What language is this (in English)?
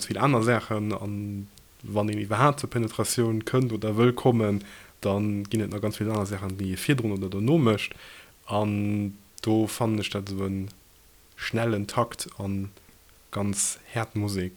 Luxembourgish